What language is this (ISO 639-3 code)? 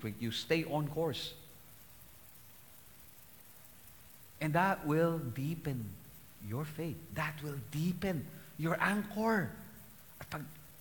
fil